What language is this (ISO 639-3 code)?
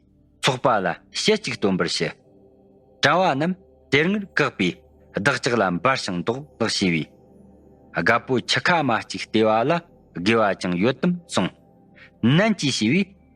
bod